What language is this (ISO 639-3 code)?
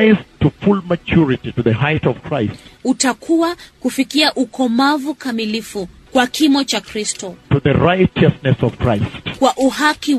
swa